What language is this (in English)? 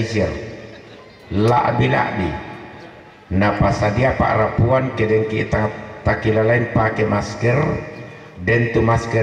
Toraja-Sa'dan